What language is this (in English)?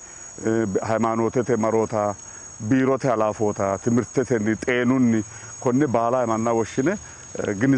Sidamo